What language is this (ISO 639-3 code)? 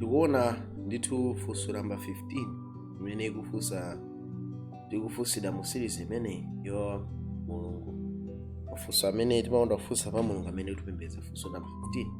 nya